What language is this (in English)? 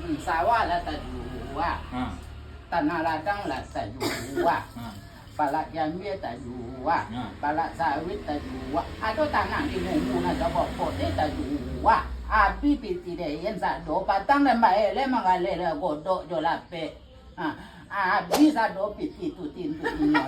Minangkabau